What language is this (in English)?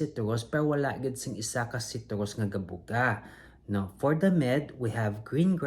Hiligaynon